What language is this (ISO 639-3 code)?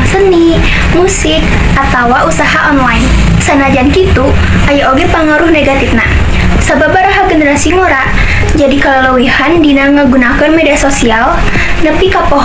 sun